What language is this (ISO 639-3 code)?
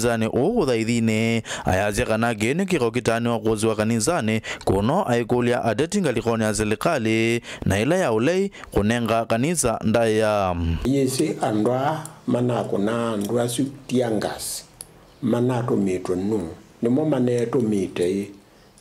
kam